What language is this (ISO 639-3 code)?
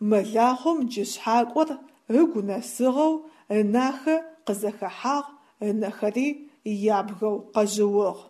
ady